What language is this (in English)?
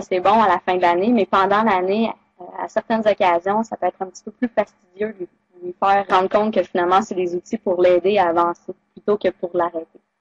French